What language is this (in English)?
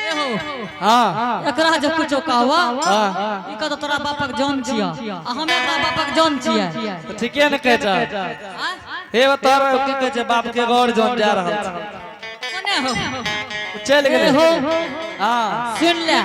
Angika